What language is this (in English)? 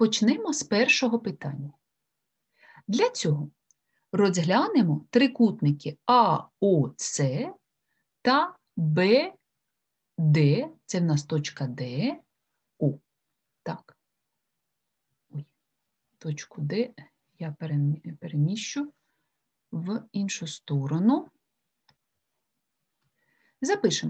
Ukrainian